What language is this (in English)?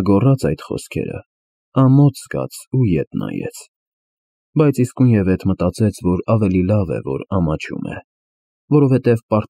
Armenian